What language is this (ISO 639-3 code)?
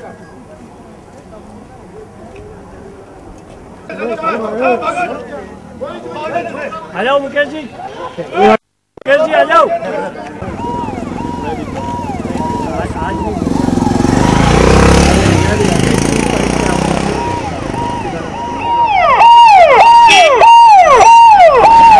guj